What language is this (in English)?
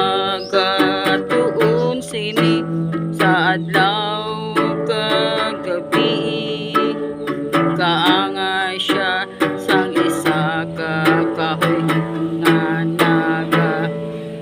Hiligaynon